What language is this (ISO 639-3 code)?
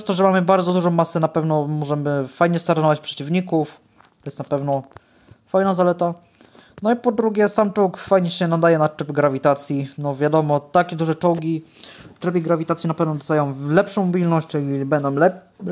pol